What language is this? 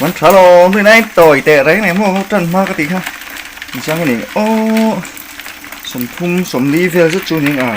Mizo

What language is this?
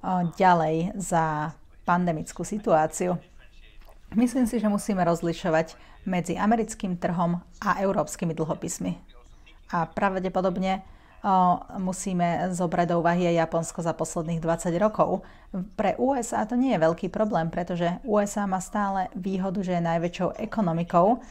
Slovak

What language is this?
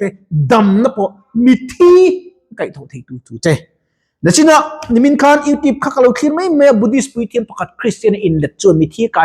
Mizo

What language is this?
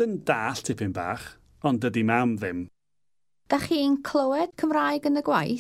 Welsh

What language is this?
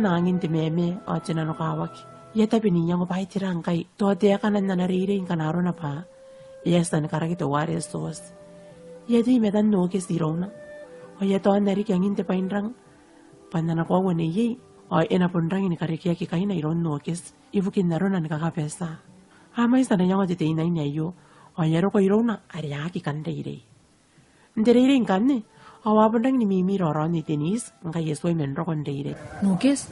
Gilbertese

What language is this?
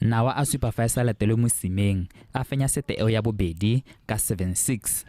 Tswana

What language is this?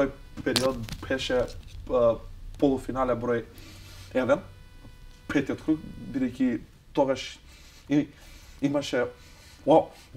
Macedonian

